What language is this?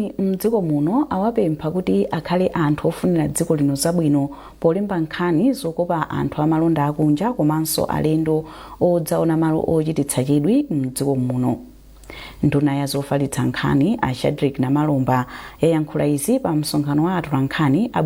Nyanja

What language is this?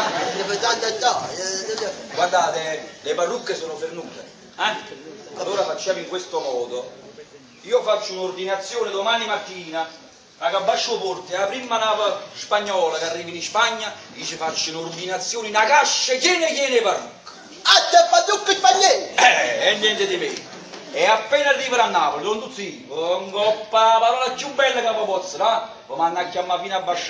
Neapolitan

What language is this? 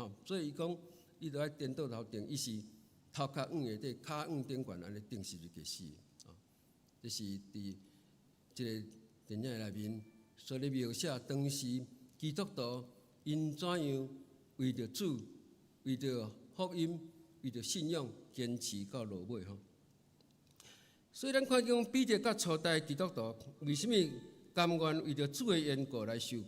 Min Nan Chinese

